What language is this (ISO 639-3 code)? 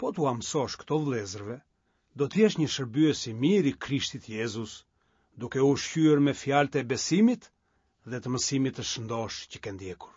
sqi